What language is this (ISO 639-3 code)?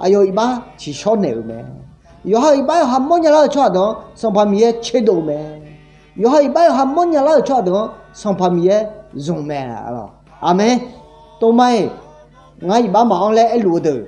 ahk